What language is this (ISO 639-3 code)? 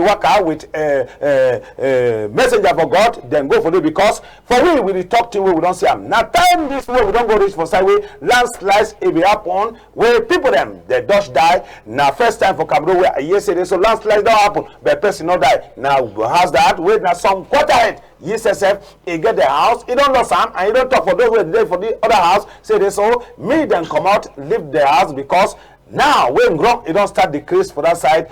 wes